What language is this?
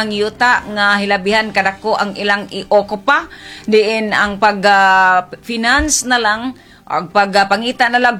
Cebuano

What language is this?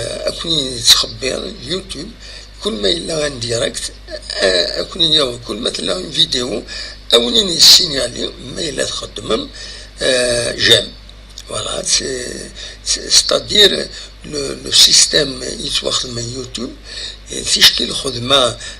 Kabyle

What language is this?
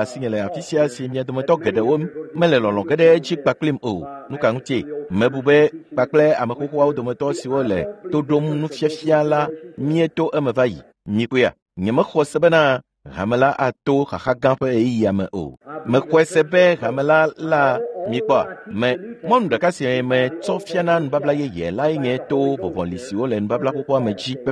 Ewe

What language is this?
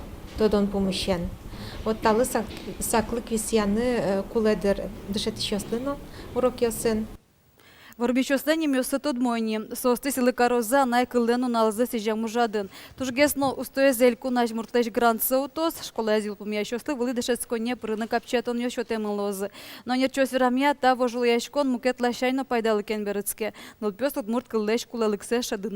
Udmurt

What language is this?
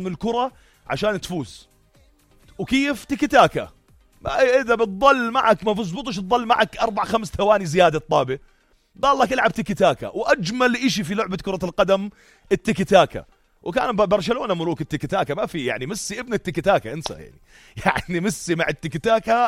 North Levantine Arabic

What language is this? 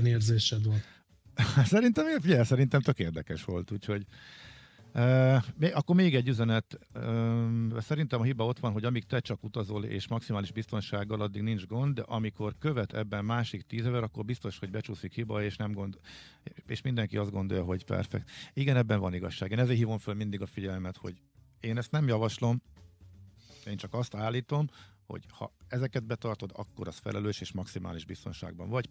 Hungarian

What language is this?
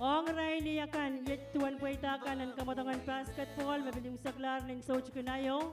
Pohnpeian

